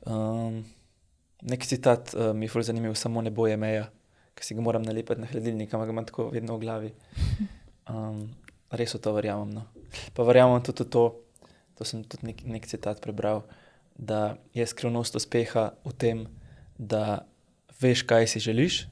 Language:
Slovenian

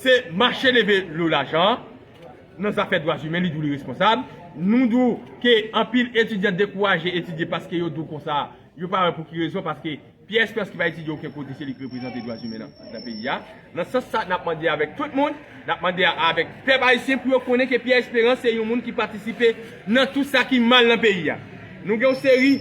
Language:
Haitian Creole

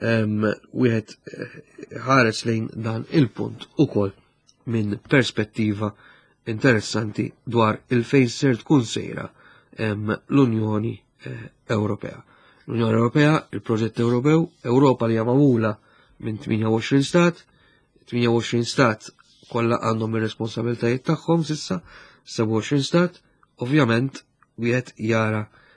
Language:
Maltese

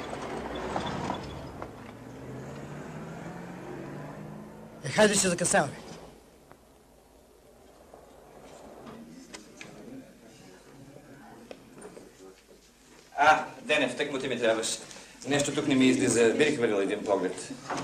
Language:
Bulgarian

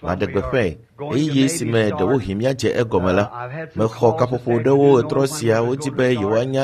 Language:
Ewe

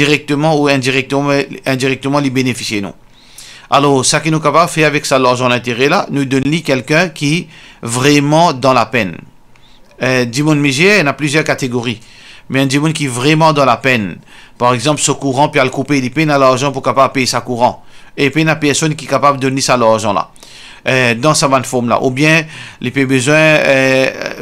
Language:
Morisyen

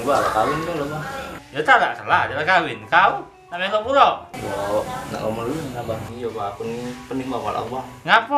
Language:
Musi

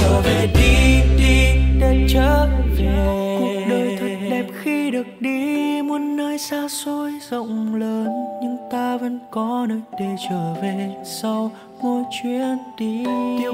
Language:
Vietnamese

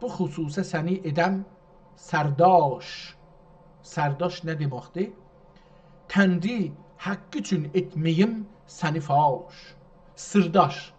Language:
South Azerbaijani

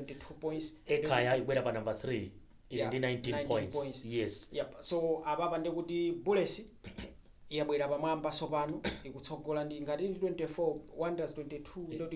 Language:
Nyanja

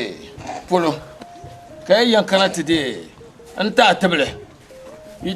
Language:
Dagbani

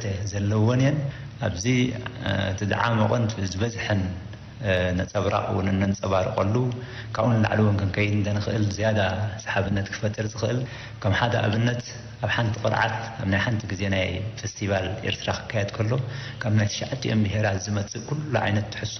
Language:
Tigrinya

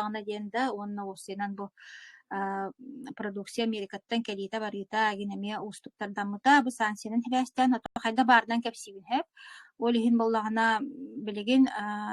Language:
Yakut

